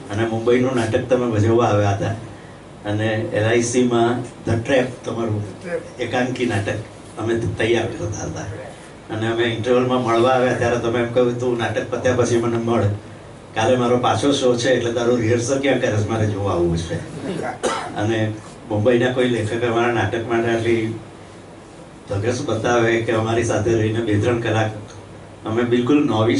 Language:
Gujarati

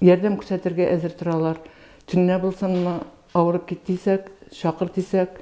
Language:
Bashkir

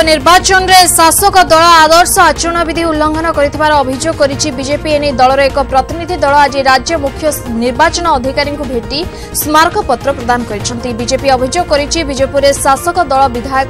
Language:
Odia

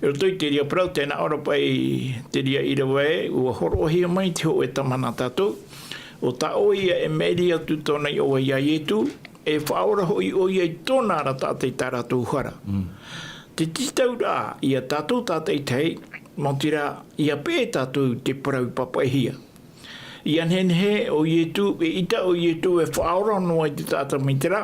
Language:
Tahitian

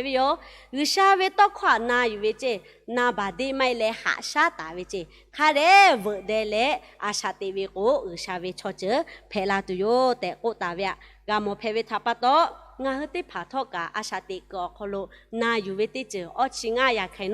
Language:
Lahu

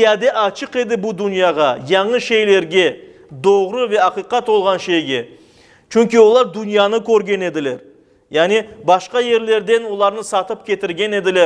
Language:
Crimean Tatar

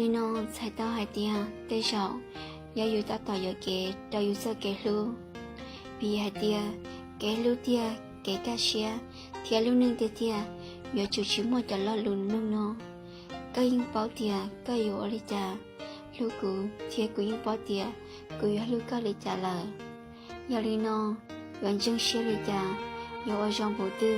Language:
Hmong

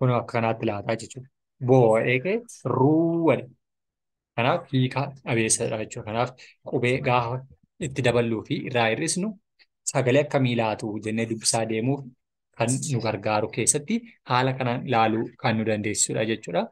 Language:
Oromo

